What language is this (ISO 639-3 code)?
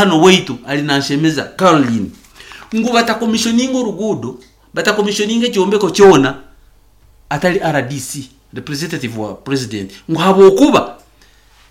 nyn